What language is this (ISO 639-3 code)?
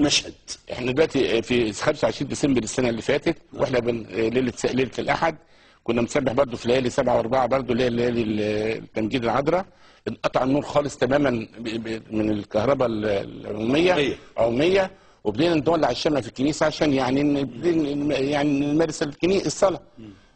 arz